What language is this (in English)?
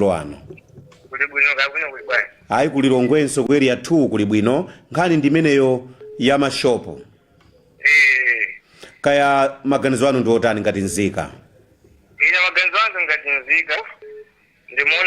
Nyanja